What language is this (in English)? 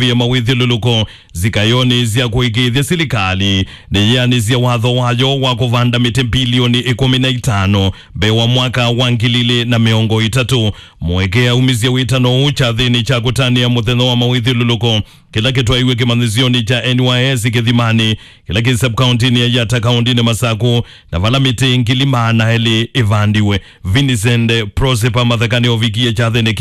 Kamba